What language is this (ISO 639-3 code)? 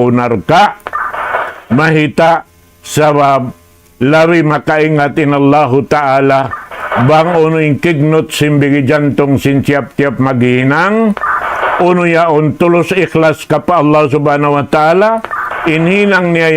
tsg